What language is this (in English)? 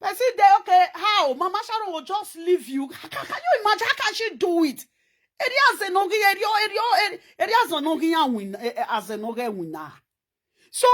Nigerian Pidgin